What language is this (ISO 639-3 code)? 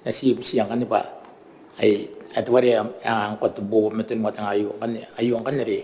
gil